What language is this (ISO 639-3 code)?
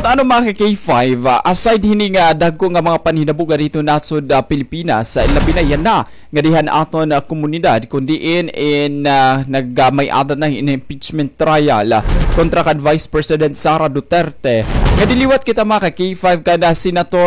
war